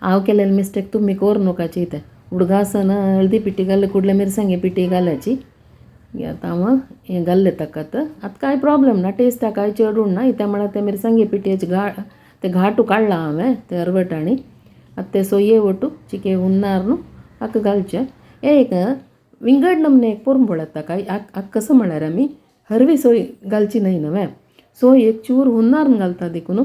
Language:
Konkani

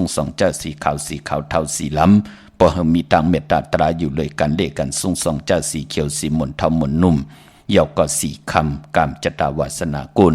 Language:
Shan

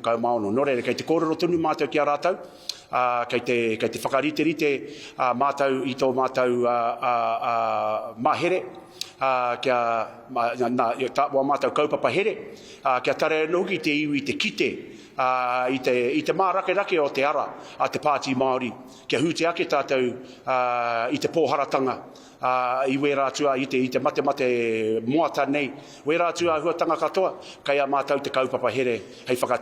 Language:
Māori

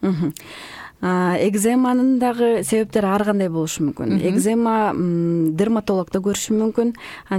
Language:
Kyrgyz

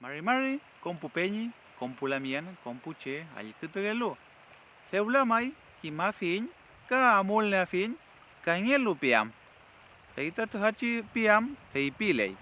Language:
Mapuche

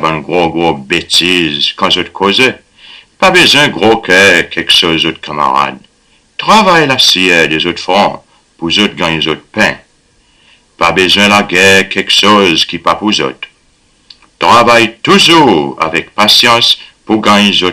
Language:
Seselwa Creole French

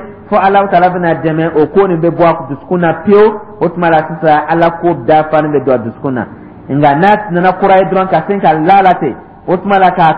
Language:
Dyula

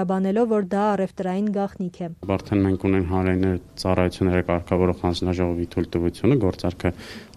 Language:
Armenian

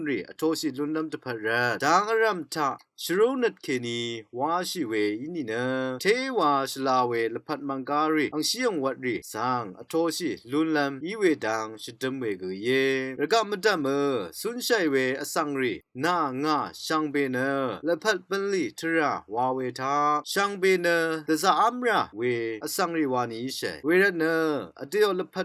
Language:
Rawang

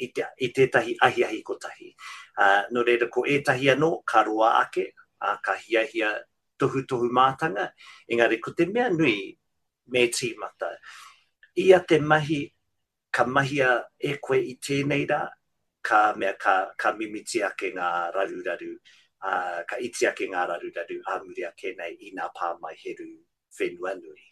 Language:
Māori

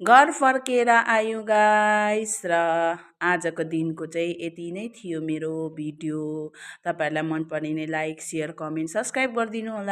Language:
Nepali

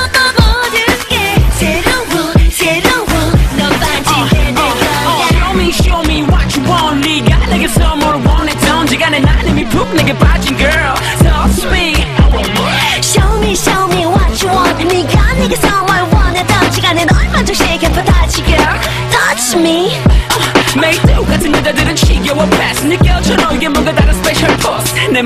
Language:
Korean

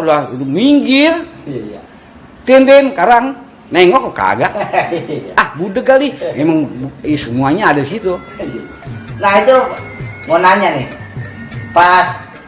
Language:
Betawi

